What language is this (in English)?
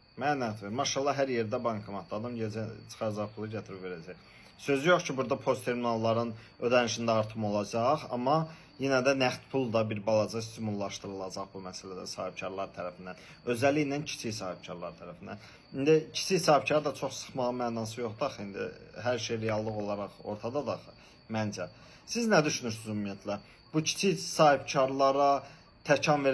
Azerbaijani